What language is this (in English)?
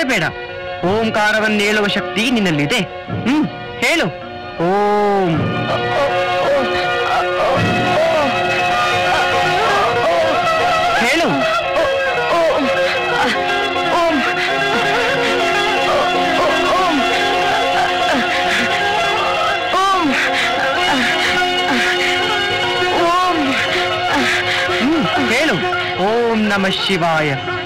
Kannada